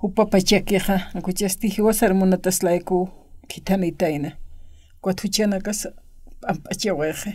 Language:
Aymara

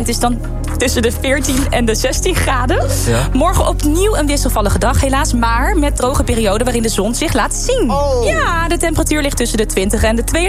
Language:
Dutch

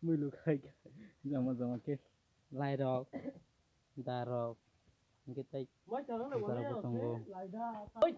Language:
Kok Borok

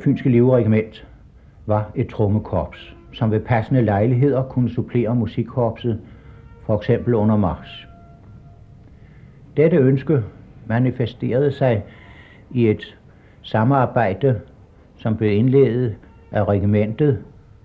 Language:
Danish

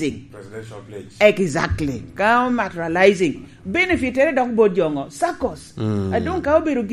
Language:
Lango (Uganda)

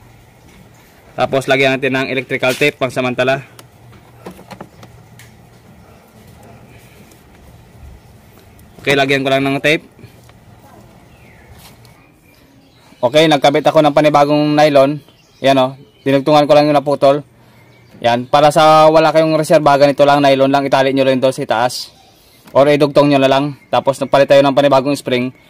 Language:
Filipino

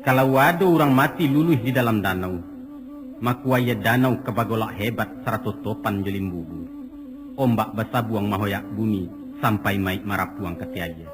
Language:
Minangkabau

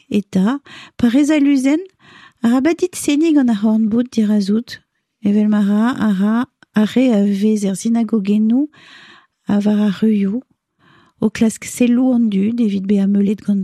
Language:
Breton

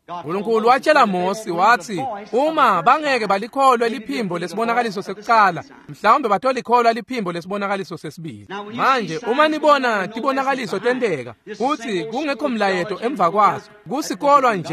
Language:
Swati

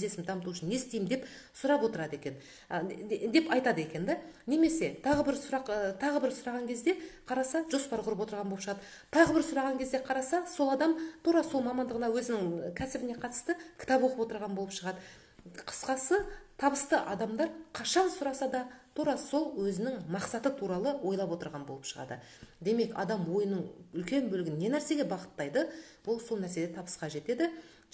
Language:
Kazakh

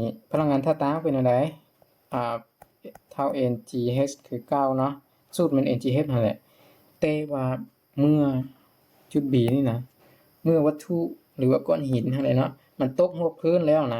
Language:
Lao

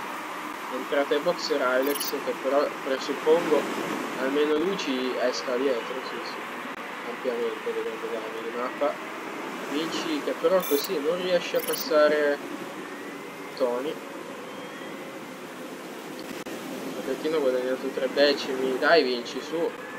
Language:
Italian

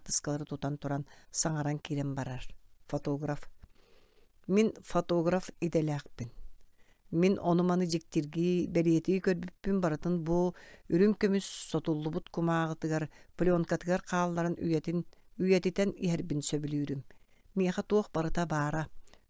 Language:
Yakut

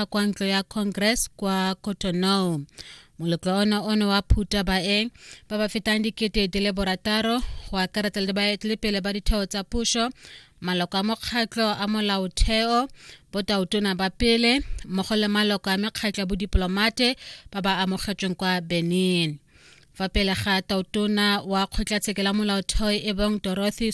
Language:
Tswana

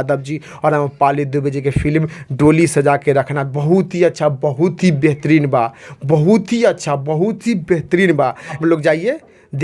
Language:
Bhojpuri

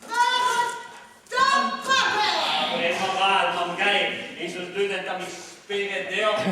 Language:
Breton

